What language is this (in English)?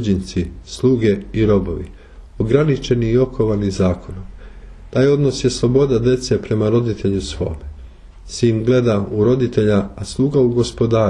Serbian